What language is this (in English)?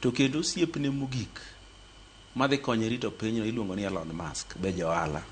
Luo (Kenya and Tanzania)